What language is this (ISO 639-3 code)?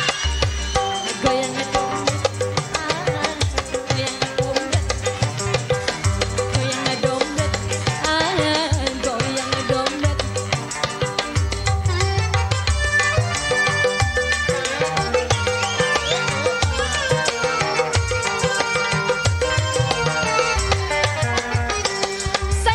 ind